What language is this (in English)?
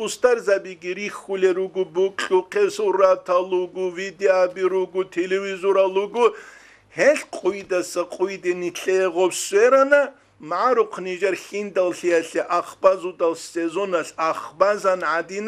Avaric